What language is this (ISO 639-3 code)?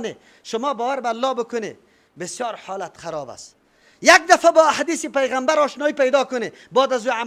fas